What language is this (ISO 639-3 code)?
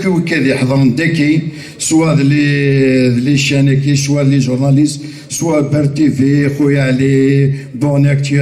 kab